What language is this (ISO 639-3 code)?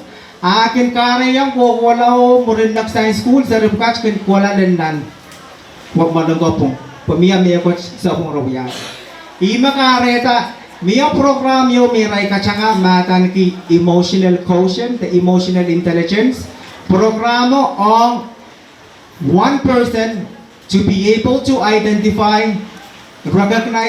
pon